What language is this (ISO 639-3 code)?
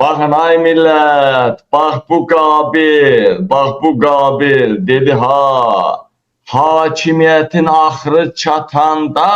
aze